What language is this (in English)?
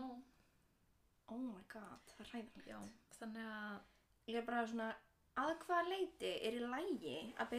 Icelandic